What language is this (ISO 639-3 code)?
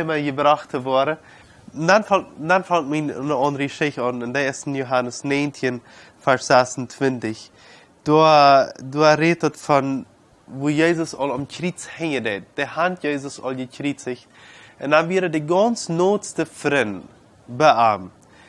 pdt